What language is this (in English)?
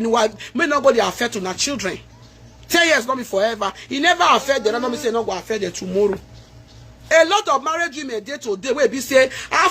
Nigerian Pidgin